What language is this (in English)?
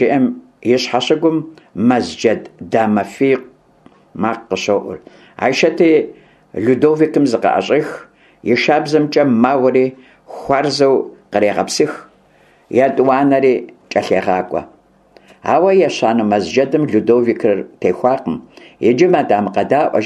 Kabardian